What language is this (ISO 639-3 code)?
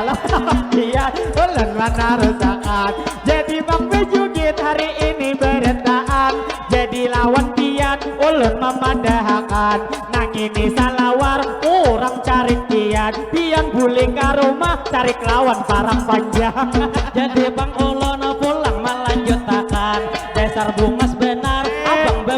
bjn